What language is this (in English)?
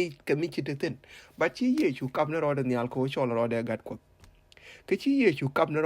Nuer